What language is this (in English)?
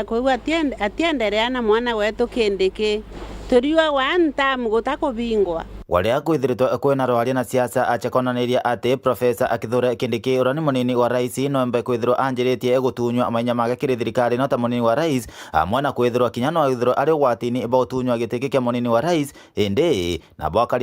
Meru